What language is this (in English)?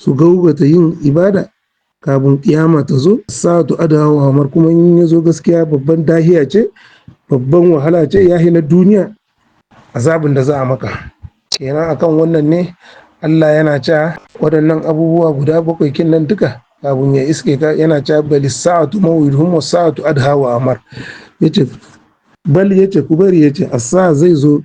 Hausa